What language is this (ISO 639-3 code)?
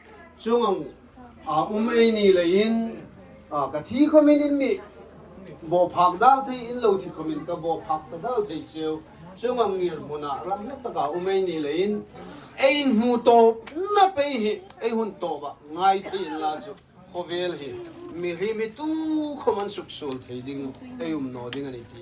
hmr